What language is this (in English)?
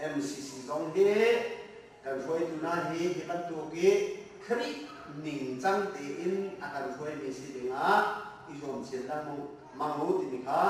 Hakha Chin